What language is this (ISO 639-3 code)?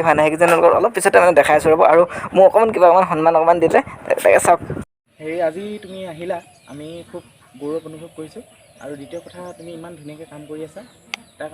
asm